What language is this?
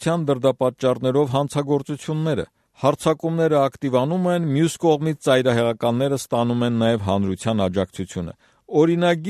Armenian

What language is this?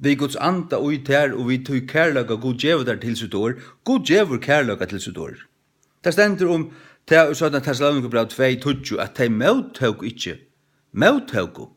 Faroese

